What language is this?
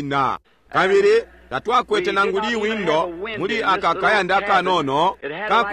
Bemba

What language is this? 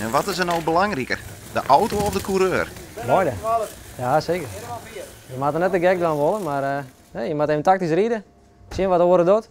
Western Frisian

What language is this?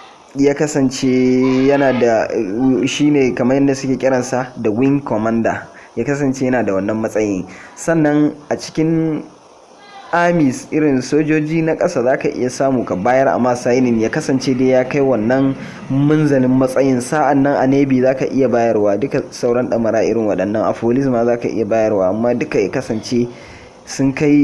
Hausa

